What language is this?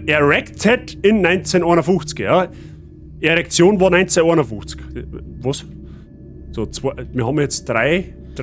Bavarian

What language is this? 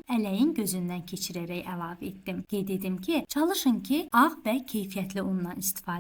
Azerbaijani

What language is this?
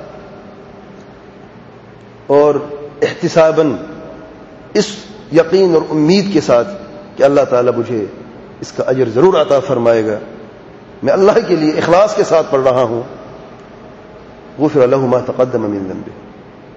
Urdu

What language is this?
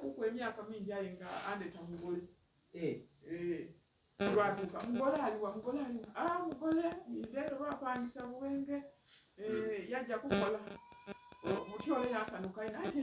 Soga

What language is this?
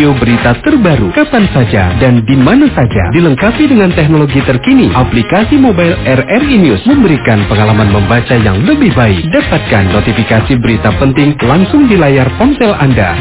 Indonesian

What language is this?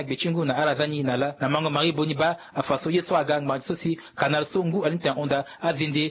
Sango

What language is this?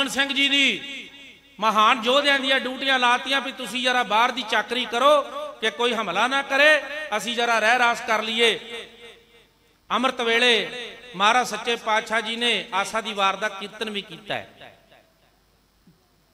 Punjabi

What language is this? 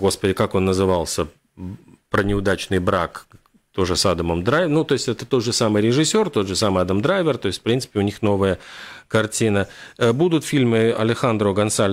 Russian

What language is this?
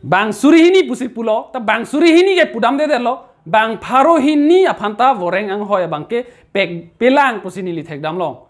Karbi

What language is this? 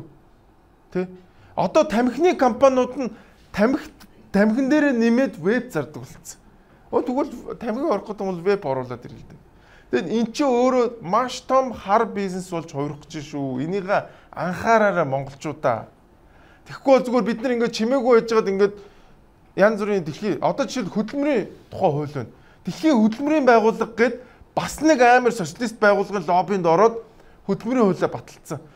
Mongolian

